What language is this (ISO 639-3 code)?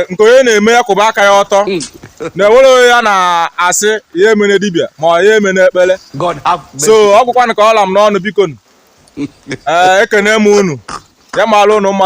ibo